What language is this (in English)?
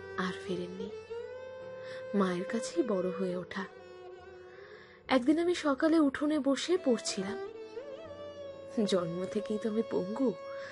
Bangla